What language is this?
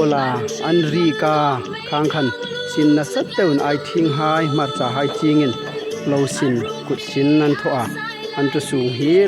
Hmar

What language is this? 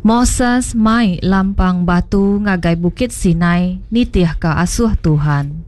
Iban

